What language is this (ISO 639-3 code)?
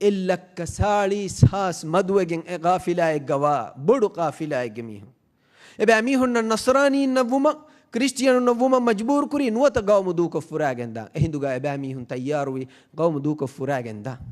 div